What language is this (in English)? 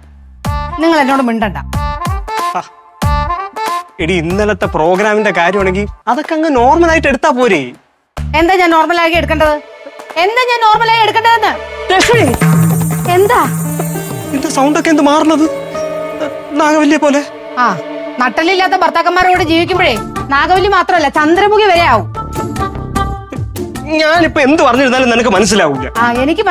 Malayalam